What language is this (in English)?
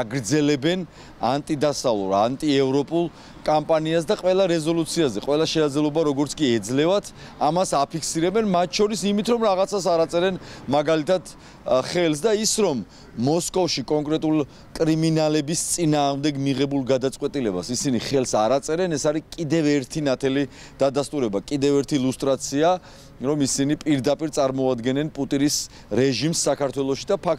Georgian